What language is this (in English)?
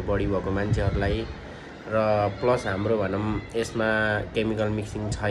Nepali